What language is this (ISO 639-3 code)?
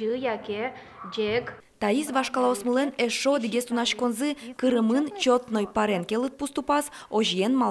udm